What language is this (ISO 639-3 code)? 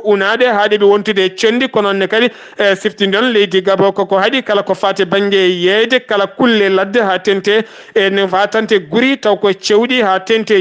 ful